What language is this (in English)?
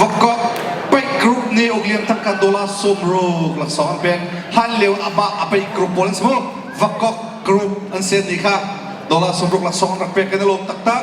Hakha Chin